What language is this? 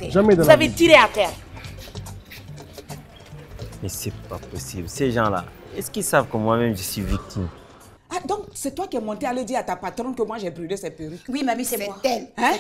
French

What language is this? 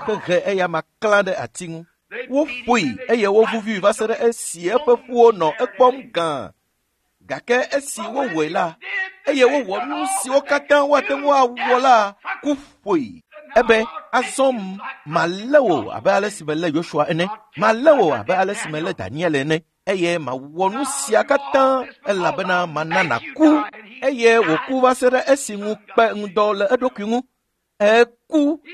Ewe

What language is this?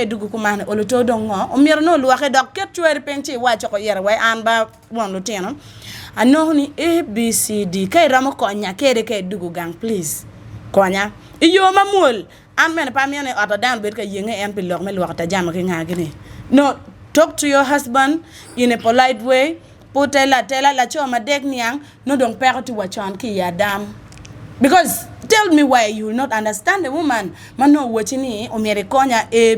Acoli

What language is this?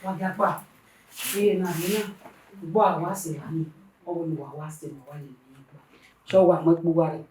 Bini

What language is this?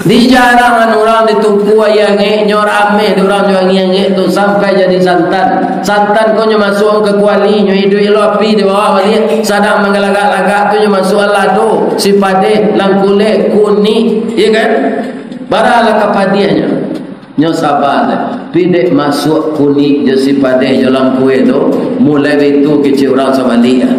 Minangkabau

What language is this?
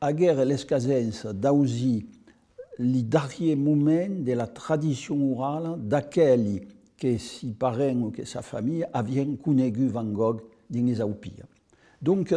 Occitan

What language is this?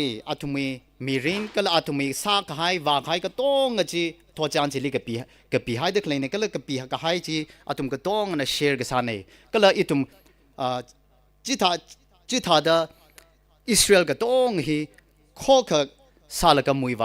Tangkhul Naga (India)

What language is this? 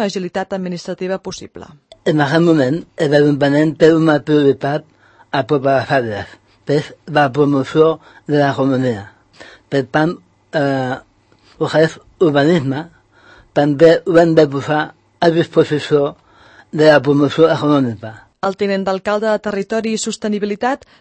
Catalan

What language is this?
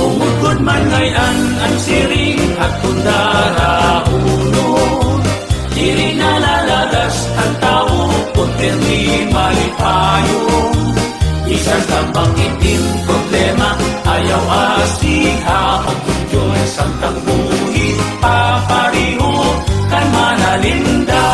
Waray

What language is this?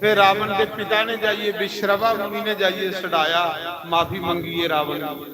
Dogri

